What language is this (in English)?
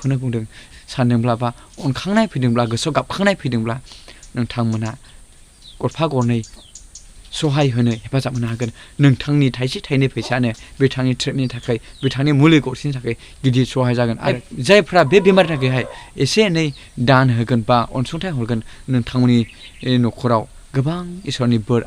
Bodo